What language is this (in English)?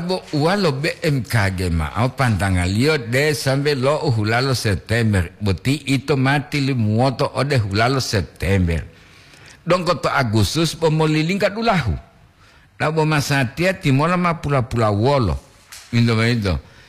Gorontalo